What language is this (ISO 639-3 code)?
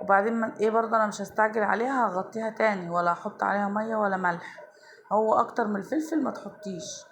arz